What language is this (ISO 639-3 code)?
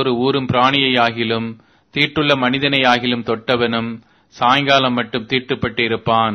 tam